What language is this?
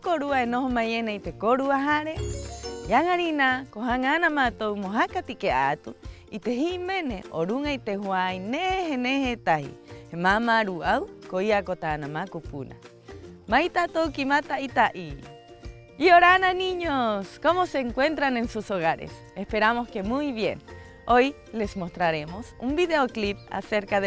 Rapanui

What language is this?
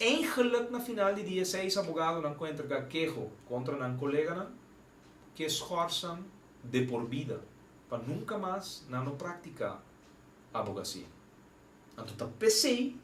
Papiamento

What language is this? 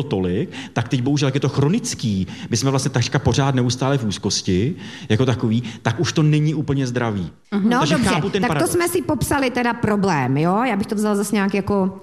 Czech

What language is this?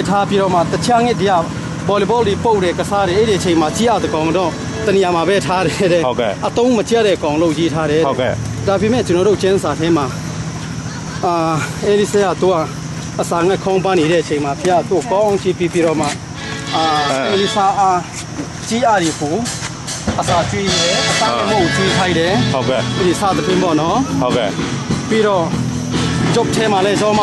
Burmese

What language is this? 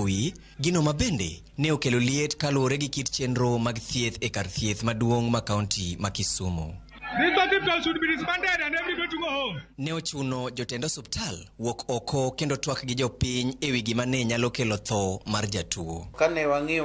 Luo (Kenya and Tanzania)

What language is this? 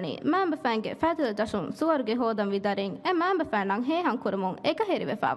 Divehi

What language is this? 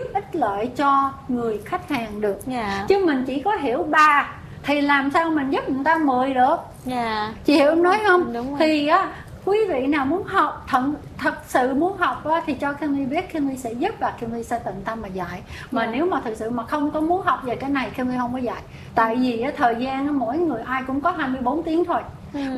Vietnamese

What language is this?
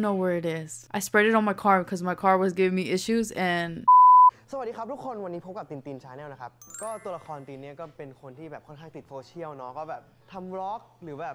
Thai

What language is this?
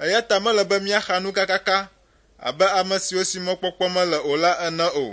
Ewe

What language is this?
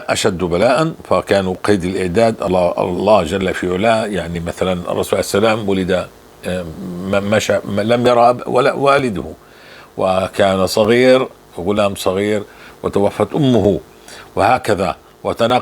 North Levantine Arabic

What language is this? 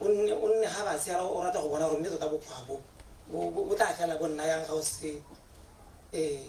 Tswana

